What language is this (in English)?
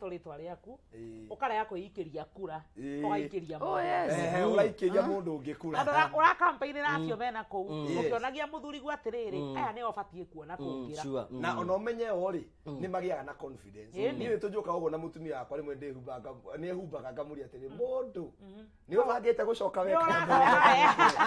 Kikuyu